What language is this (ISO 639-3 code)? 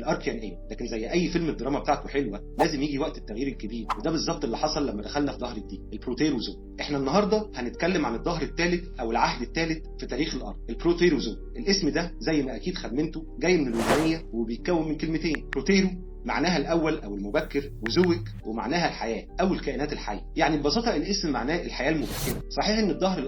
arz